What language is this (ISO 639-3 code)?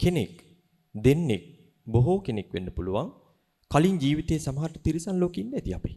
sin